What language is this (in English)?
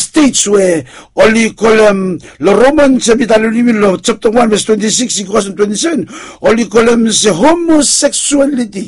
Bislama